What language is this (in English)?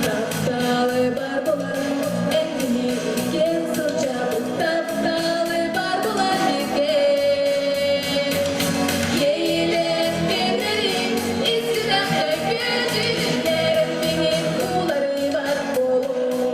Yakut